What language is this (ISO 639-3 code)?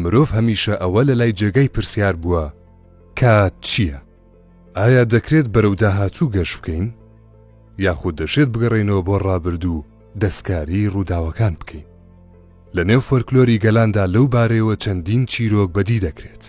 ckb